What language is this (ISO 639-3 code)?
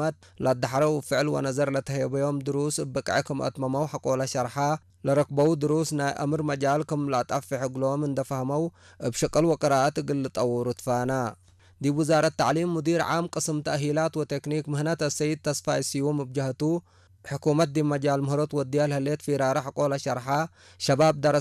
tig